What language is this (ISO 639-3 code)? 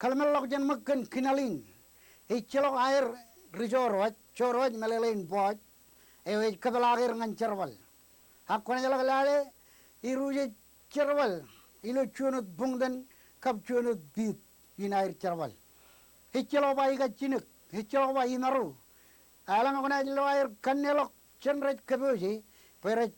mah